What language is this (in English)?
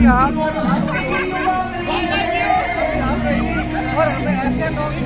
Hindi